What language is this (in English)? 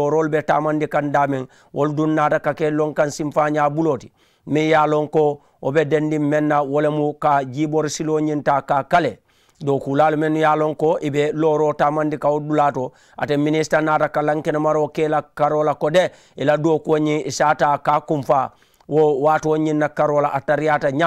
Mandingo